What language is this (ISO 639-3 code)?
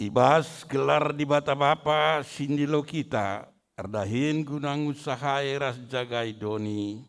btx